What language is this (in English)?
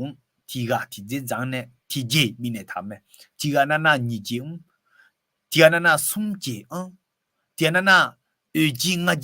Akha